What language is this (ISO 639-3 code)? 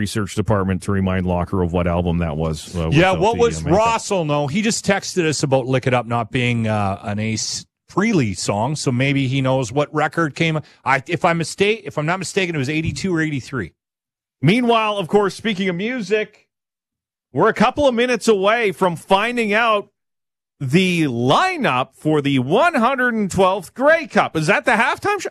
eng